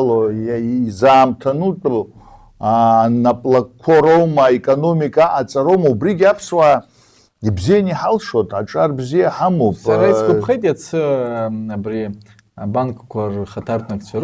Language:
Abkhazian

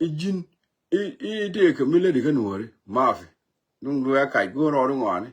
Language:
Nuer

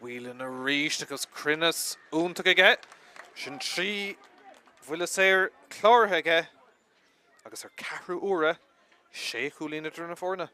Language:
Irish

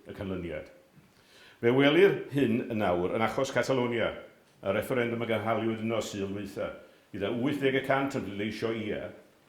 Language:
Welsh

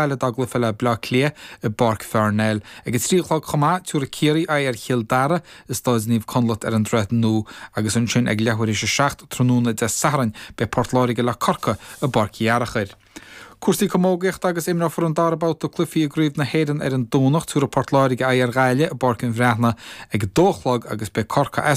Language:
Irish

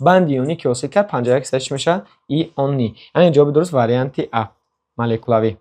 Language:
Tajik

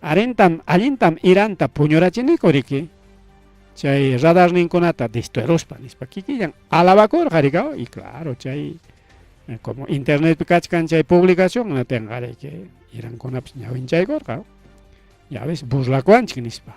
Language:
Ayacucho Quechua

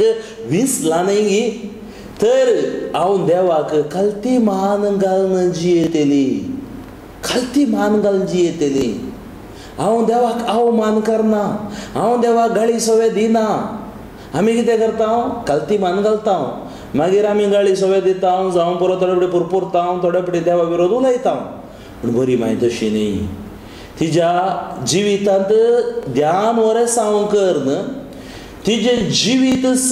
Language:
Konkani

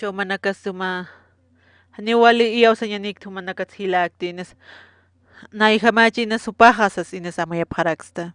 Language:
Aymara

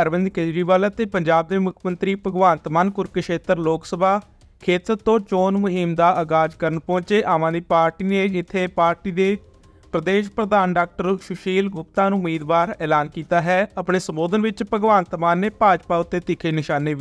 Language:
Punjabi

